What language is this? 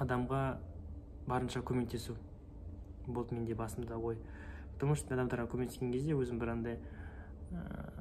Kazakh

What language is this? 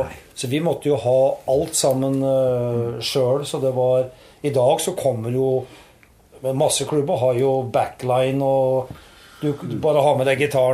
Norwegian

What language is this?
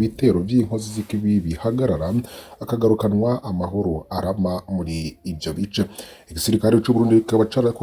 Rundi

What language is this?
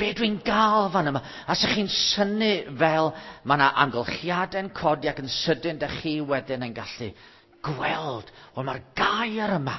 Welsh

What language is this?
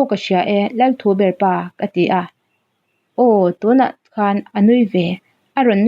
Mizo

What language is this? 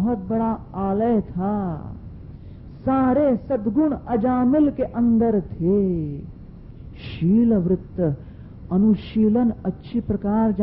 Hindi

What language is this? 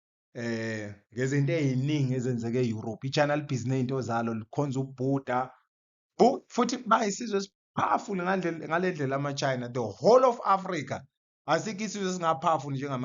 Zulu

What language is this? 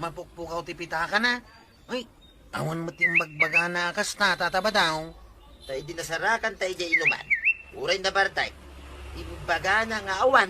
Iloko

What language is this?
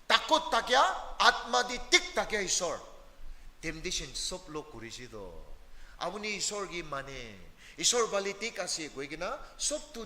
Naga Pidgin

